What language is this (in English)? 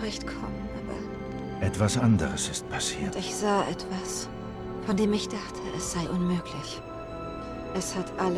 Swiss German